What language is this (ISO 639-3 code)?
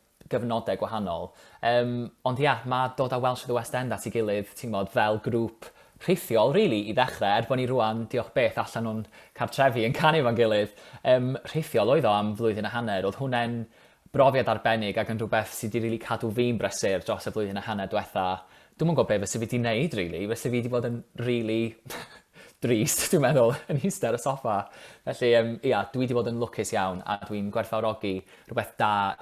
cym